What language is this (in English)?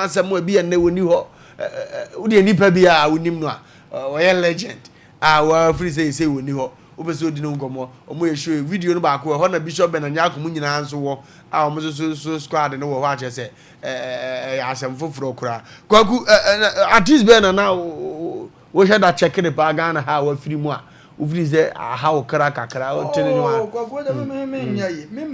Akan